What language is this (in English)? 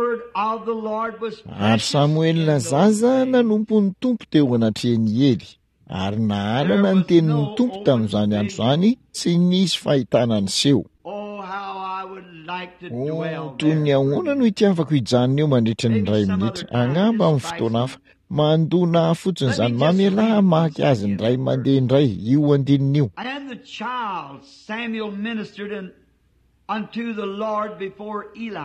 Malagasy